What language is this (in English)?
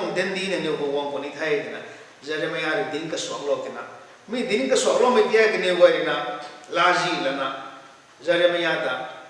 Rongmei Naga